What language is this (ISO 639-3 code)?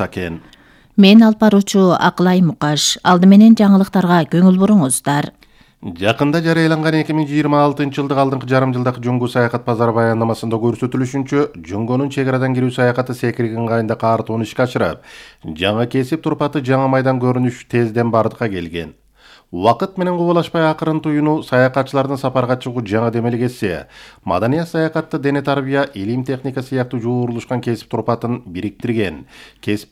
kir